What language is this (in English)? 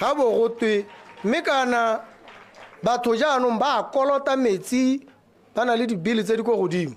Tswana